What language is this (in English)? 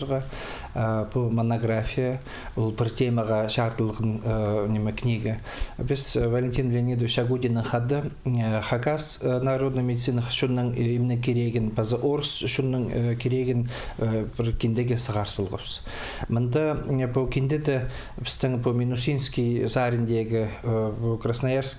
Khakas